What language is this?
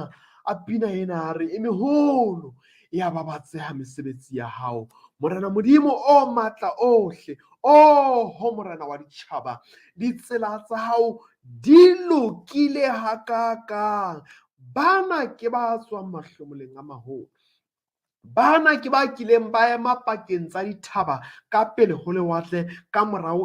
Southern Sotho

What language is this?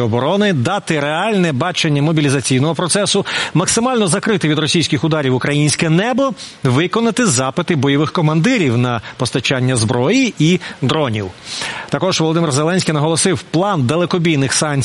Ukrainian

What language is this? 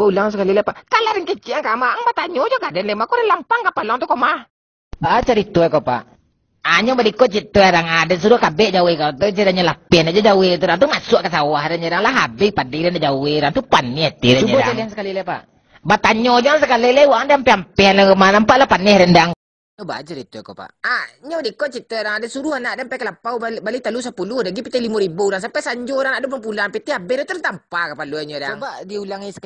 Minangkabau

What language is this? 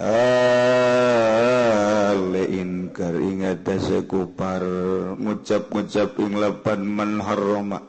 Sundanese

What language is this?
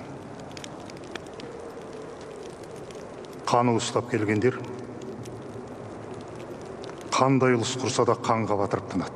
Kazakh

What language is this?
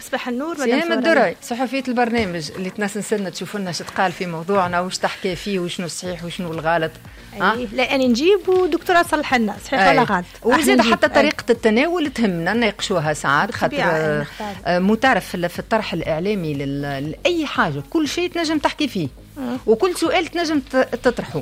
Tunisian Arabic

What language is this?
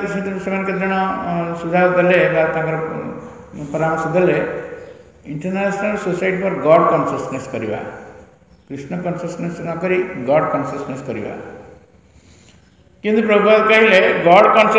Odia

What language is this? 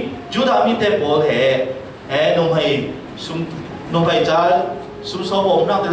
Falam Chin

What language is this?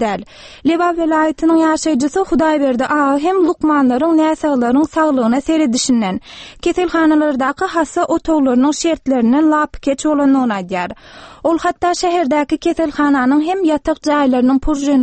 Turkmen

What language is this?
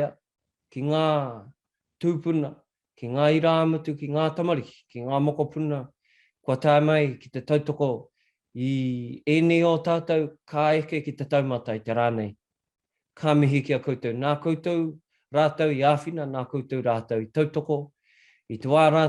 Māori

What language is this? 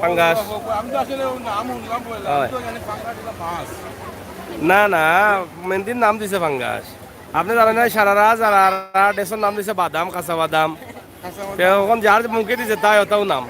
Sylheti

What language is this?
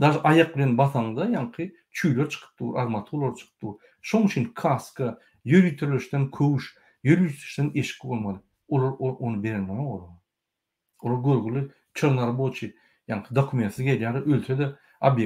Turkmen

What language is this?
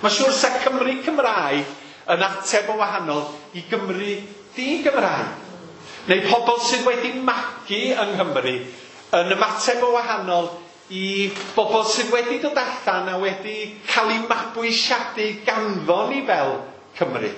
Welsh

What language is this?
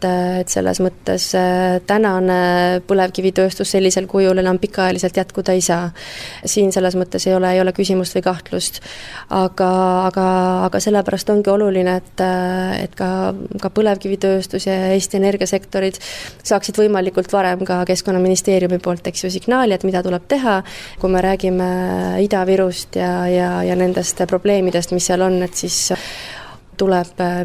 Estonian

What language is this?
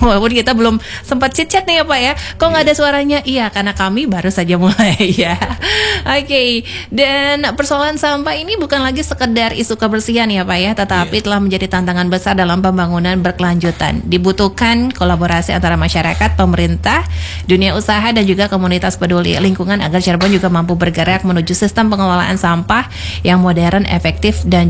Indonesian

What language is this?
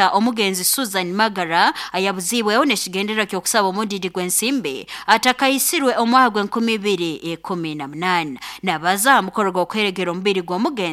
Nyoro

